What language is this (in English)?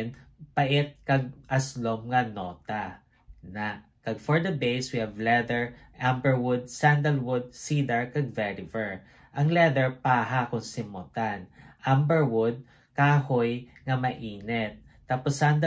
Hiligaynon